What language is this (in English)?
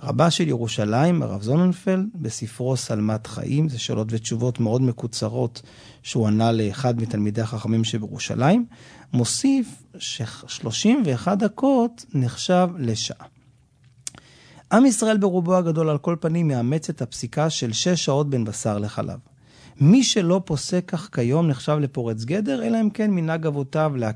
Hebrew